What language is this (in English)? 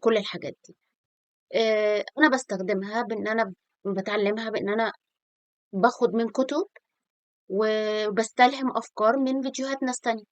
Egyptian Arabic